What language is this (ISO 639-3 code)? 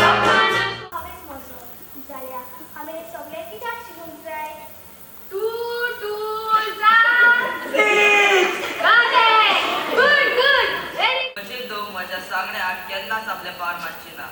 kok